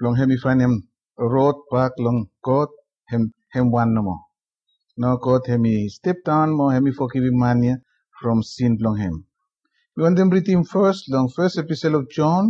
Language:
Bislama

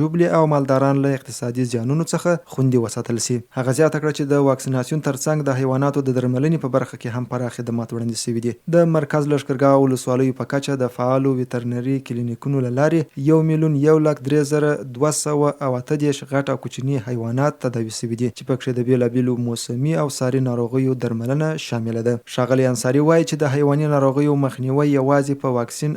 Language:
Pashto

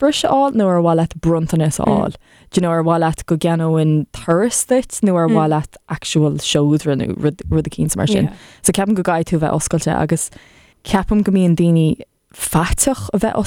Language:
Irish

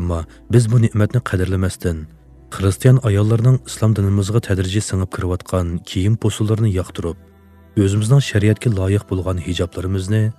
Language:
Uyghur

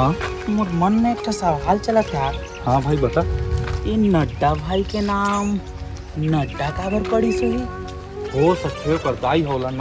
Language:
Chhattisgarhi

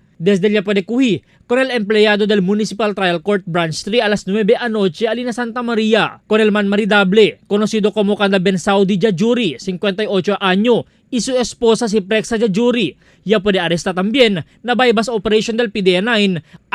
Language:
Chavacano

